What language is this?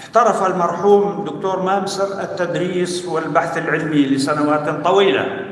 North Levantine Arabic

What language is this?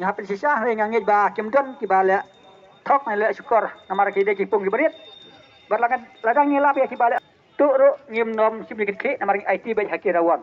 Khasi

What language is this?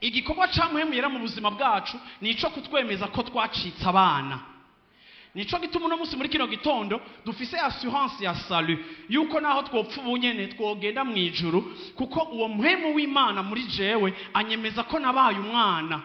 Rundi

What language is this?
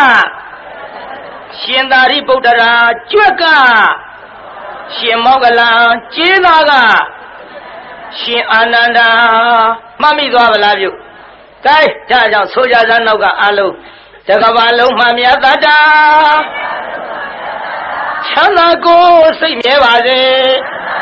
Burmese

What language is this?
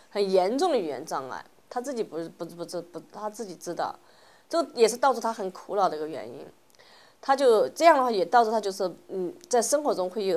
Chinese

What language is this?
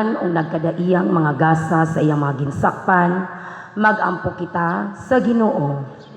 Cebuano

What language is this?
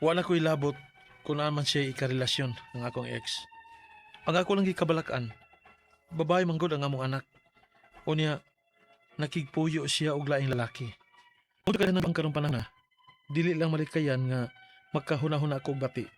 Cebuano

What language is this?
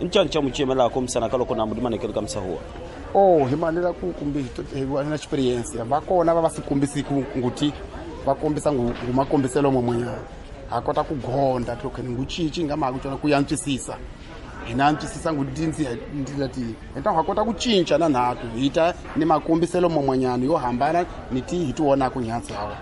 Tsonga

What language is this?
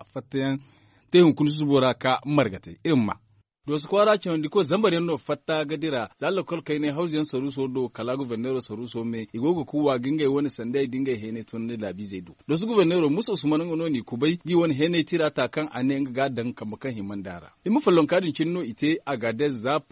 Zarma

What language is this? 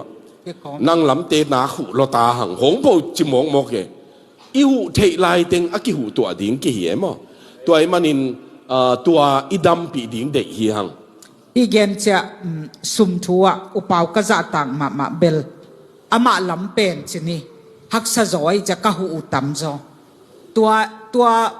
Tedim Chin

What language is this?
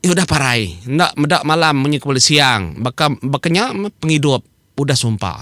Iban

